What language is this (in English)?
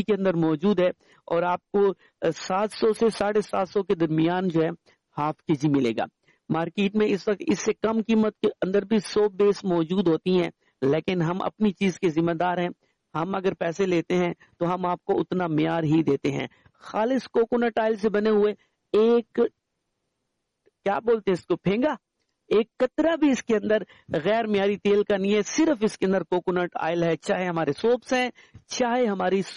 Urdu